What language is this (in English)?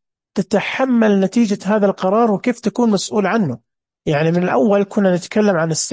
Najdi Arabic